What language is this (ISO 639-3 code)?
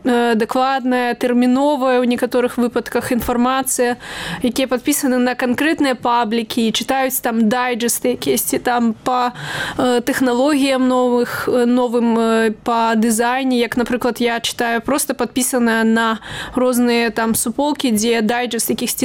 bel